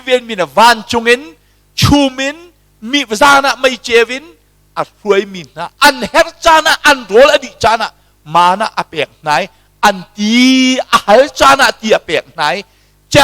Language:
Hakha Chin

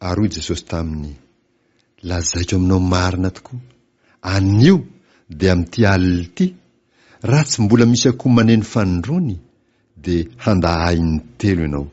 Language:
Malagasy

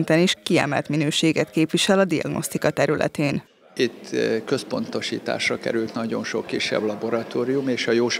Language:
Hungarian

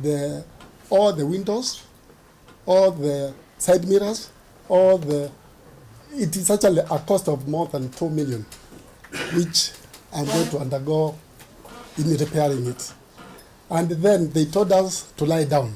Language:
Kamba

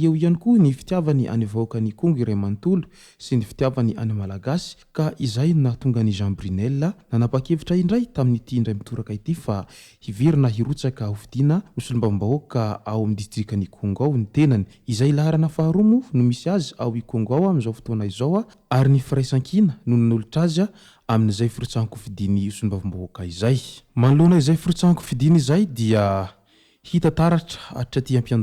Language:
Malagasy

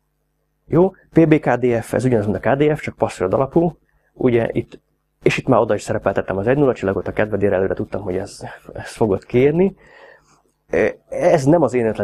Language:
Hungarian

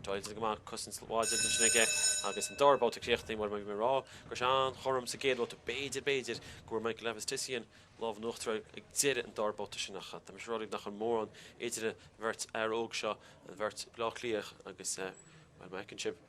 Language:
Irish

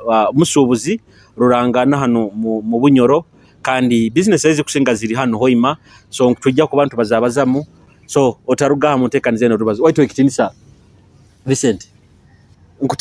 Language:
Nyoro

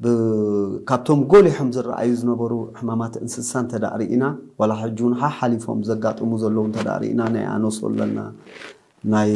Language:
Tigrinya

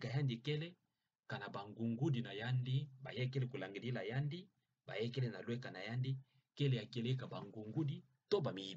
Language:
Kituba (Democratic Republic of Congo)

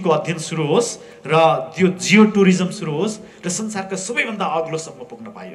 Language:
Nepali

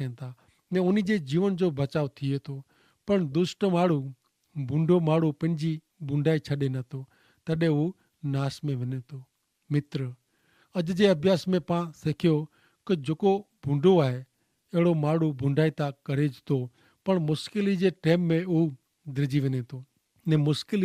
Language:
Kachhi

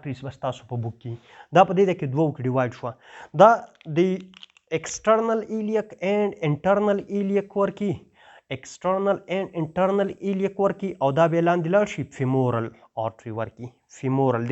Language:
Pashto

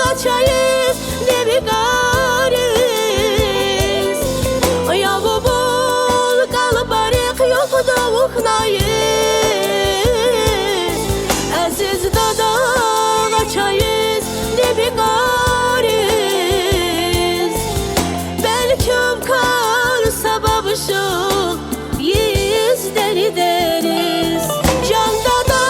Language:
Tabassaran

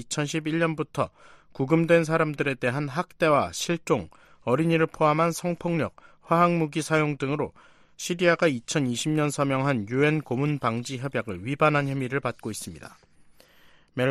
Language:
Korean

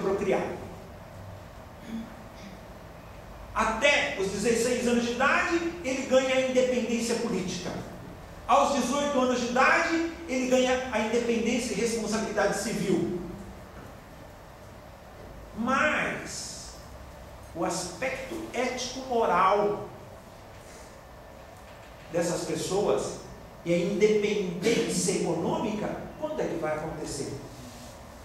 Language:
Portuguese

